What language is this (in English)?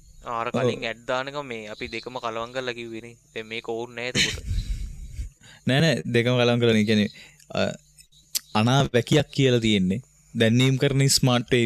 Sinhala